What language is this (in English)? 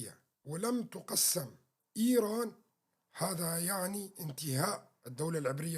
North Levantine Arabic